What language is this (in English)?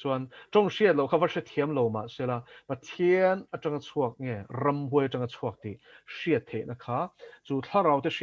Mizo